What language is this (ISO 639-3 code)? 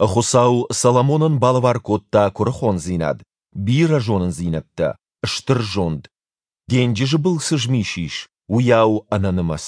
oss